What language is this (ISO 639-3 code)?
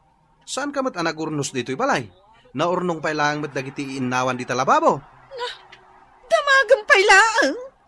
ilo